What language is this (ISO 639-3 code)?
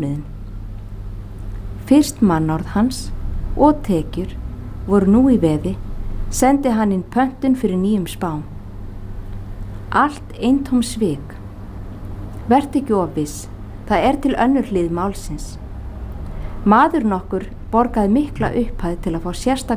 isl